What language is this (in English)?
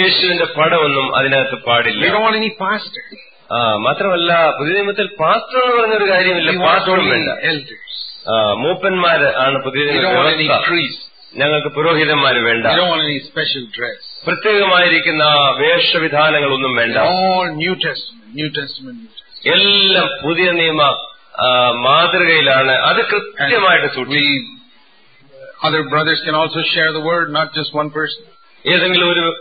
Malayalam